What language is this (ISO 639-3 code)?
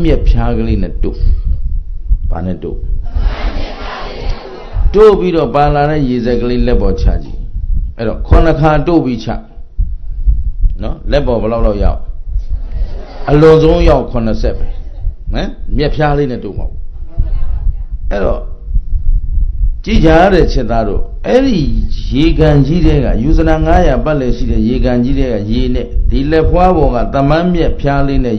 mya